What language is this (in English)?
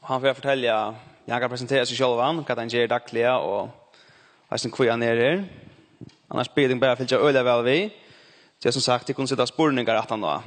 Faroese